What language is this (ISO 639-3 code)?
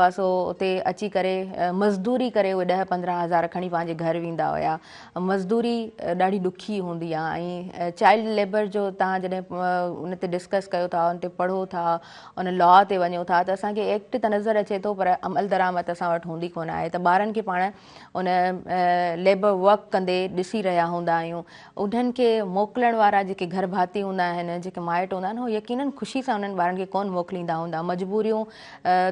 snd